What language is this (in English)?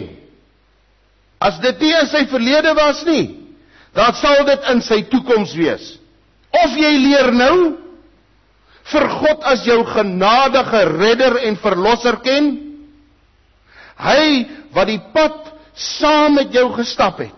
Afrikaans